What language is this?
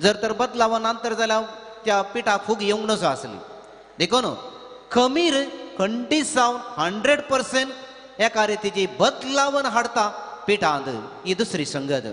Konkani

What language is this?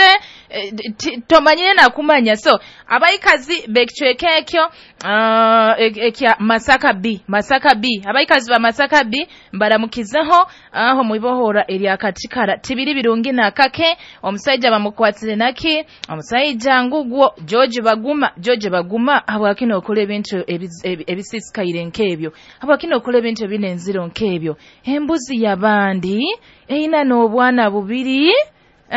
Nyoro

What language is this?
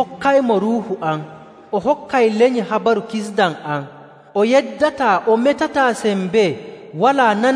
Nigerian Fulfulde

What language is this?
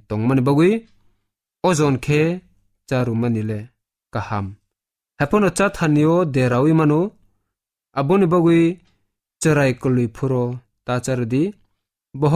Kok Borok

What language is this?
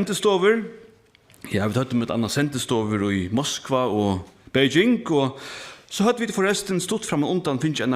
Faroese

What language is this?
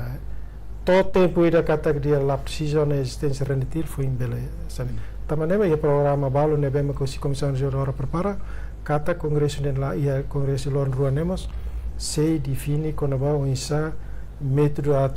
Tetum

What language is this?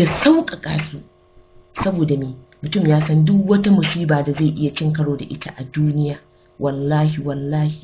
Hausa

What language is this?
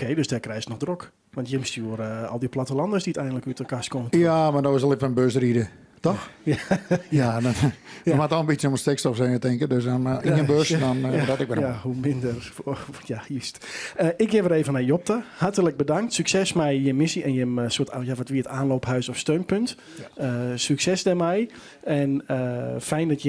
Western Frisian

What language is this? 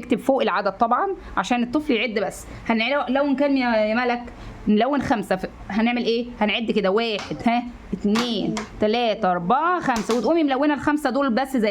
Egyptian Arabic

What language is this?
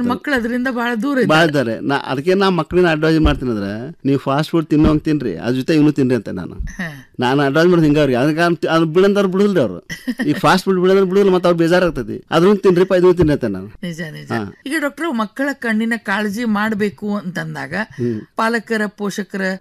Kannada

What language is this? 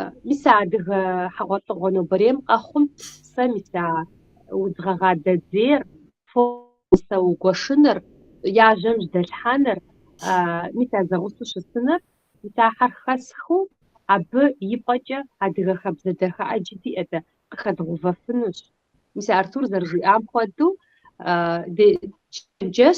Kabardian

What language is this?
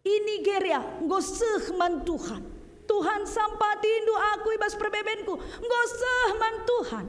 Batak Karo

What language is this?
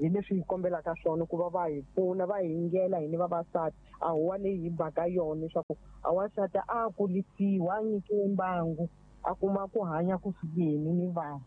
Tsonga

